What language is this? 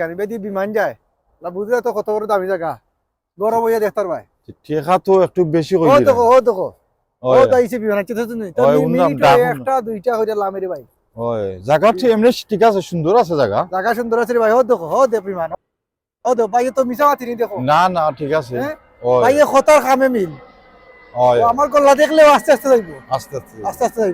Sylheti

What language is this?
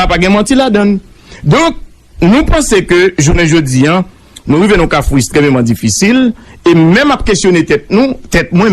Haitian Creole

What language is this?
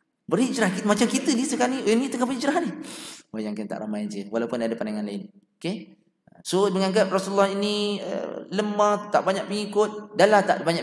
Malay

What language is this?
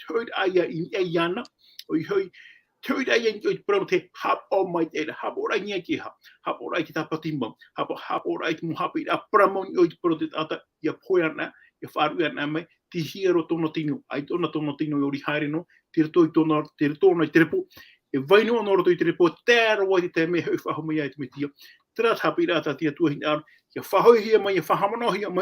Tahitian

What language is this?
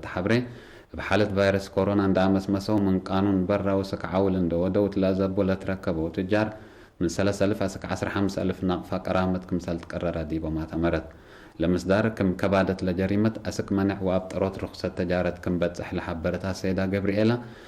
Tigre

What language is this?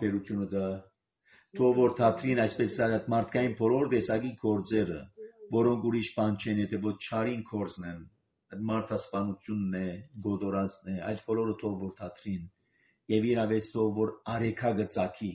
Armenian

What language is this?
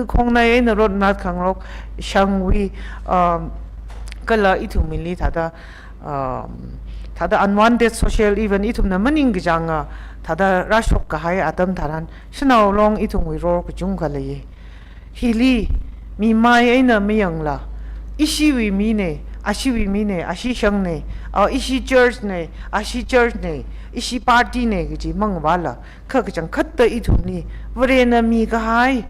Tangkhul Naga (India)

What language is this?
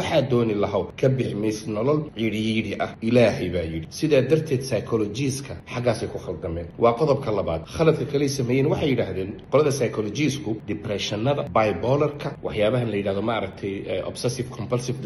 Somali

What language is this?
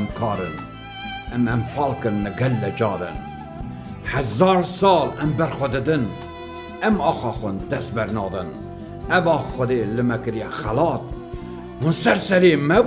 Kurdish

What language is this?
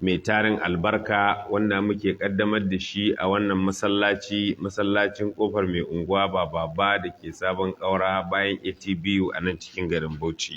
Hausa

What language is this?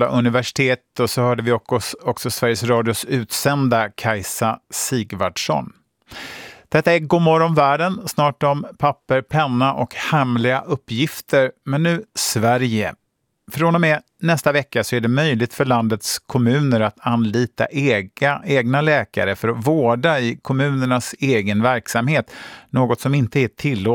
Swedish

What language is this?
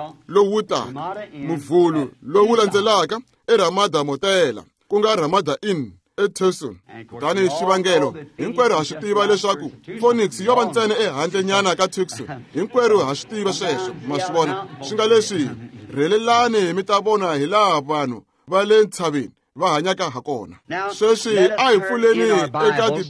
Tsonga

